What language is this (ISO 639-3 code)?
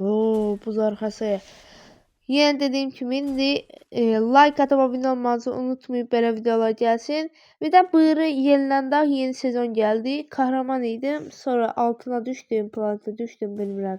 aze